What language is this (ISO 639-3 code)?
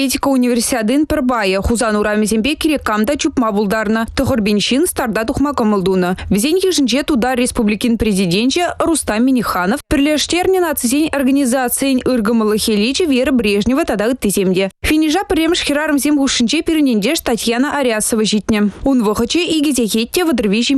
chv